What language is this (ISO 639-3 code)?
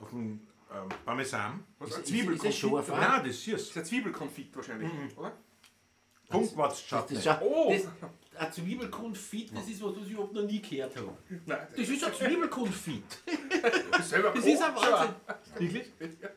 bar